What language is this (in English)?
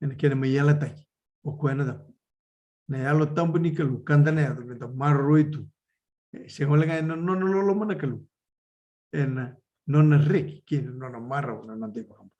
Fijian